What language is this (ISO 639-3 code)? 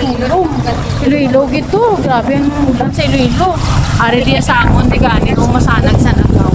hil